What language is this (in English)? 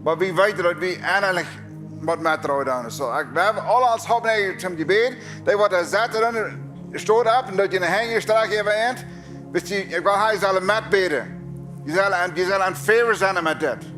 Plautdietsch